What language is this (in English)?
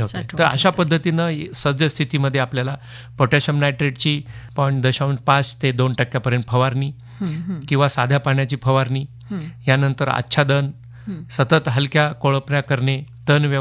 Marathi